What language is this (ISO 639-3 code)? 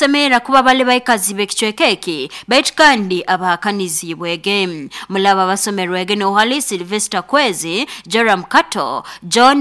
nyn